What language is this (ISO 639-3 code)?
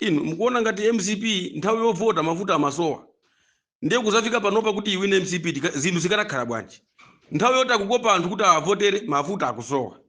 nya